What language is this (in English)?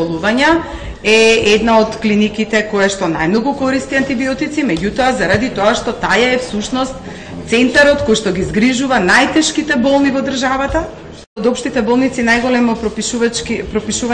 Macedonian